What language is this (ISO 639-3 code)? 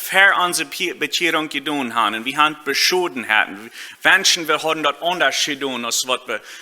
pdt